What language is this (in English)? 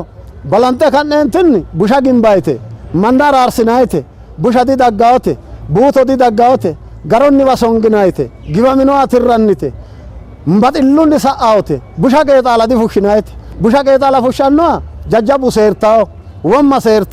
Sidamo